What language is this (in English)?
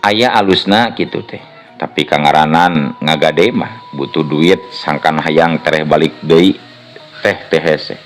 Sundanese